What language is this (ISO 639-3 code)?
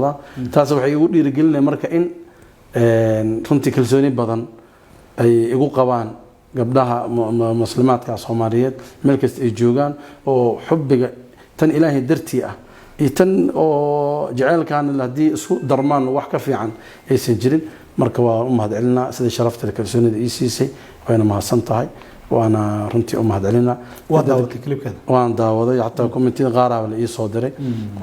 som